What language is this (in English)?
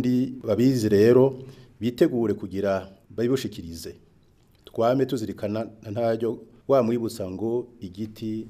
Rundi